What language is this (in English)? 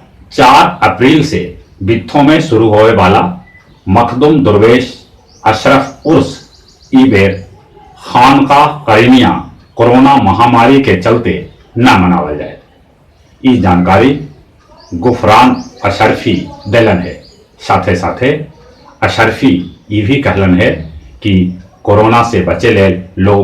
Magahi